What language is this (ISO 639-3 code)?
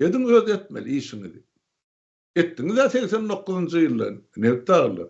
tuk